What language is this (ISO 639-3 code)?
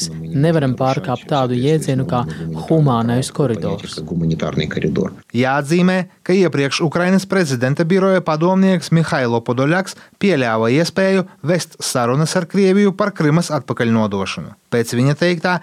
lav